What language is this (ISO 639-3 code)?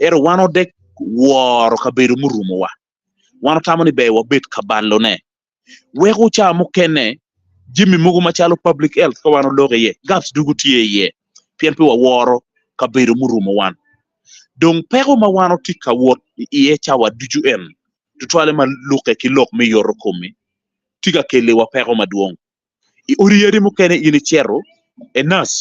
ach